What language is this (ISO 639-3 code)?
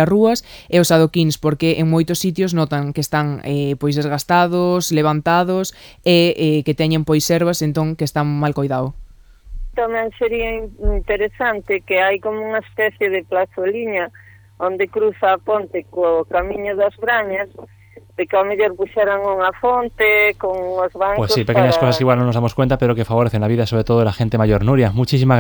glg